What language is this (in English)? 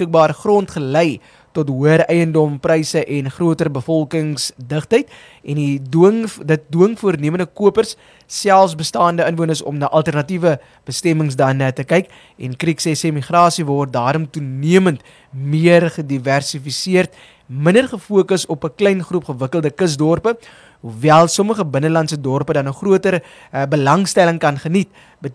Afrikaans